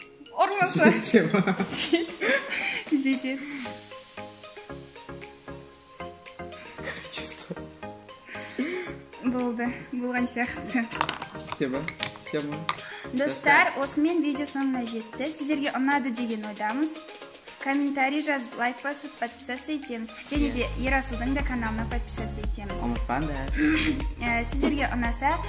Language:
Kazakh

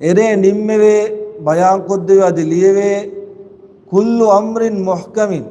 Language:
Divehi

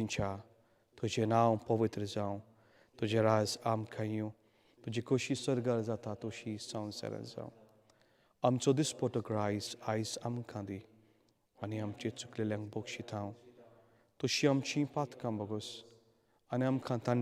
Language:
Konkani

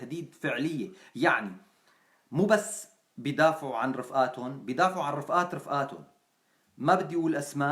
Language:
North Levantine Arabic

